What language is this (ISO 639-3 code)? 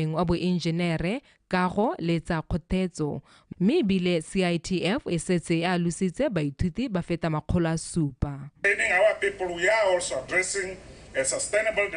tsn